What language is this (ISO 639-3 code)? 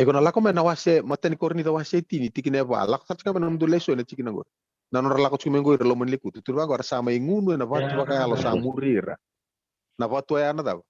fij